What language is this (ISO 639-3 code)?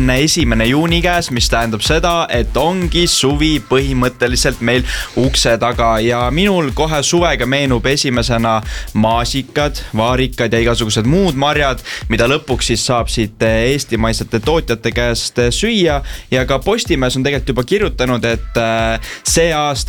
est